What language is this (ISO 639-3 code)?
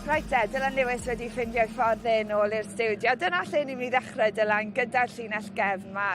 cym